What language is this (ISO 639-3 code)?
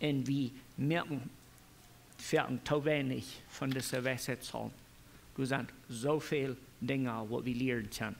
pdt